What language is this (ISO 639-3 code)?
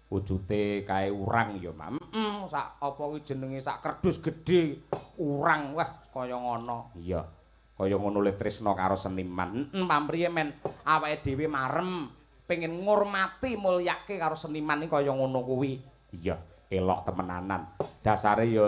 jav